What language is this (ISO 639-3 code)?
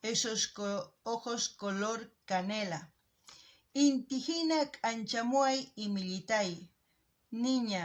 quh